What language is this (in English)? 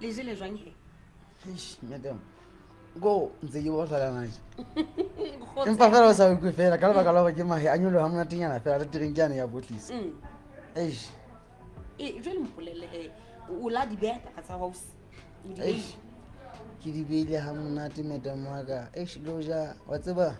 Southern Sotho